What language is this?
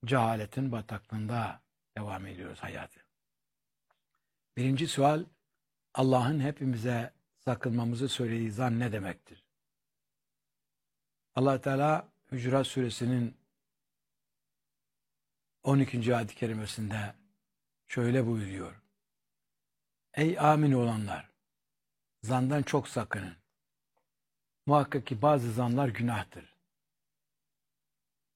Turkish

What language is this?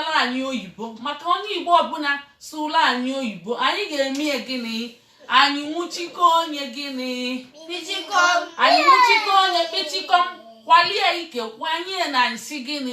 Igbo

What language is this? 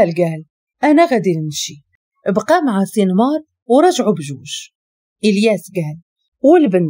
Moroccan Arabic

